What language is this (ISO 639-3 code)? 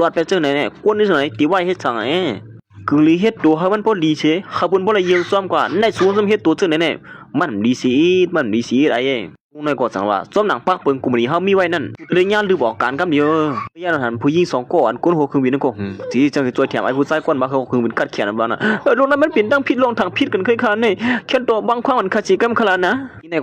shn